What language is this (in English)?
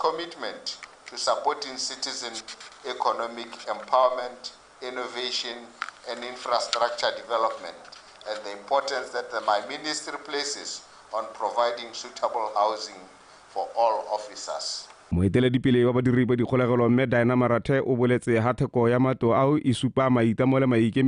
Tswana